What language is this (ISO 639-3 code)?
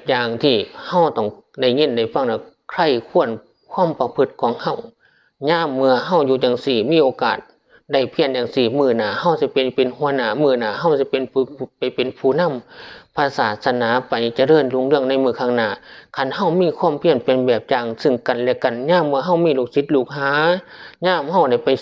tts